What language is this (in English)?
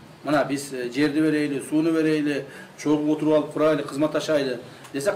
Kyrgyz